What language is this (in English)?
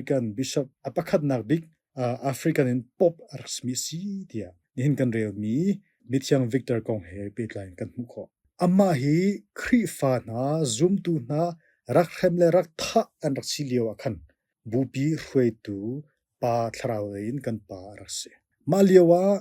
Hakha Chin